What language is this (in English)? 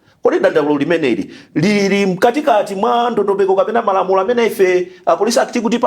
Nyanja